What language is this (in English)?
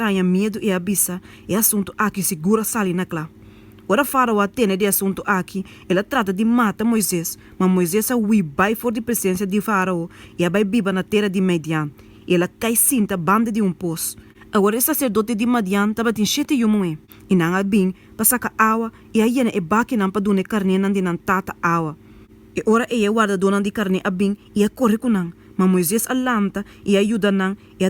Papiamento